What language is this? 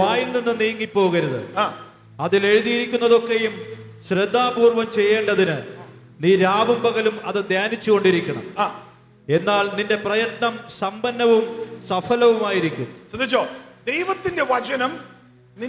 Malayalam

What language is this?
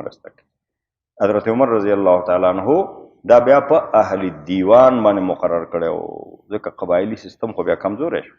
Pashto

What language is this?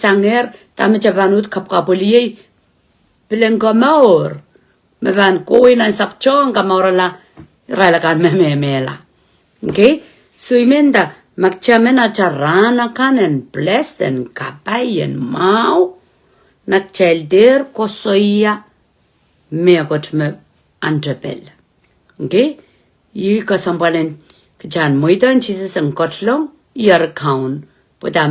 Pohnpeian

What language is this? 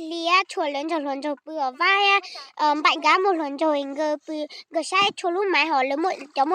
Hmong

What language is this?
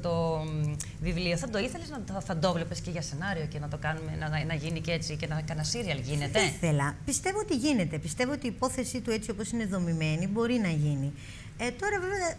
Greek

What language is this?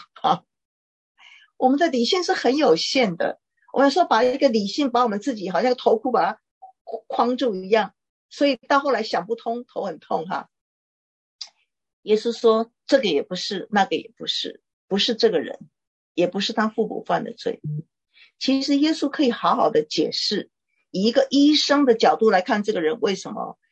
Chinese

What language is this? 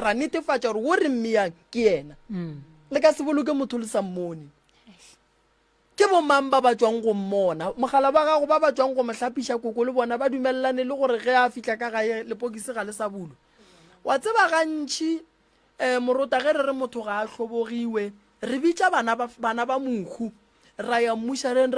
Northern Sotho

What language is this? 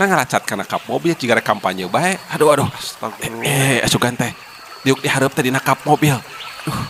Sundanese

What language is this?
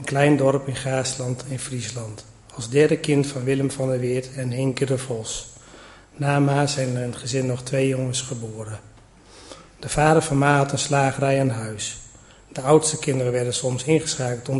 Dutch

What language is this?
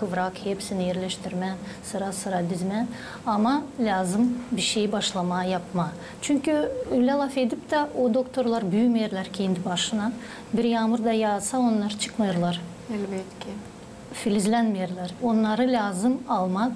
Gagauz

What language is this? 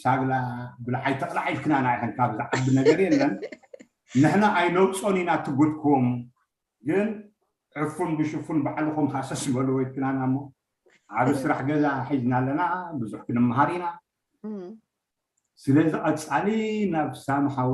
Tigrinya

